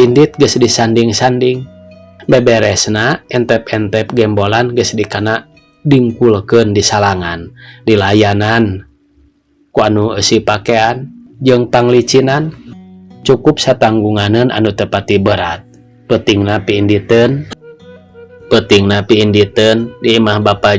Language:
Sundanese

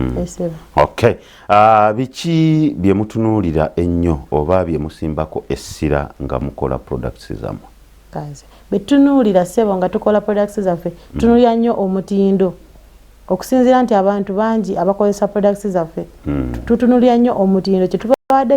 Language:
Ganda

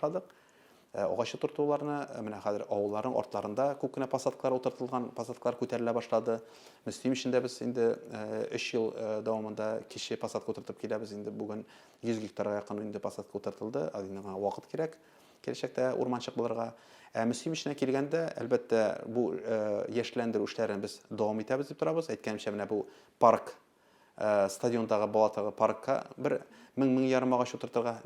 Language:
Tatar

